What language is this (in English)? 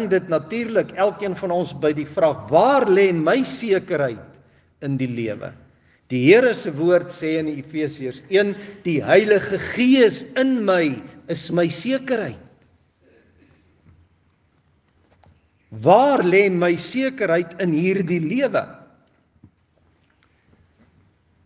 Afrikaans